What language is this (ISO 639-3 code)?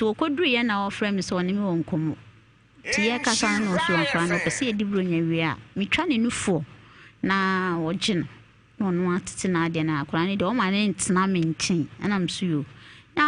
aka